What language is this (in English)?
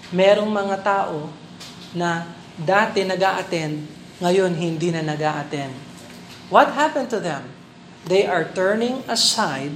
Filipino